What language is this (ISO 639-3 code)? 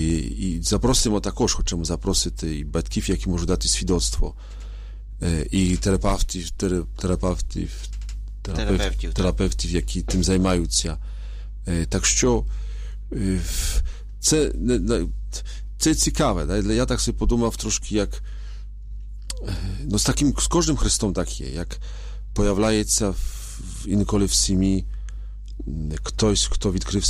ukr